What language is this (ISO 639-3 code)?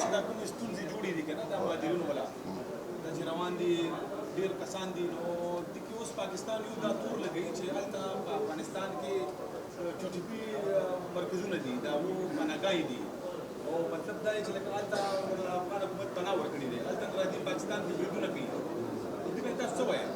pus